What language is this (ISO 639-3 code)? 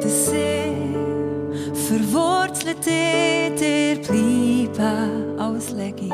gsw